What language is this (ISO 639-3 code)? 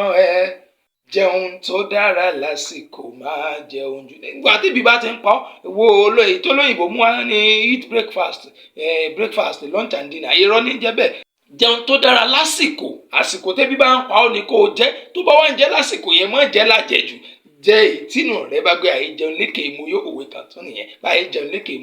yor